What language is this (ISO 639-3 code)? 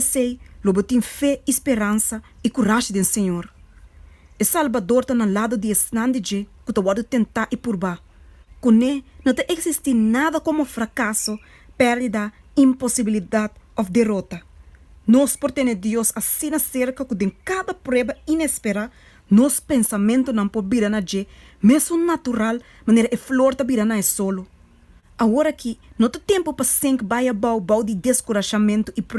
pap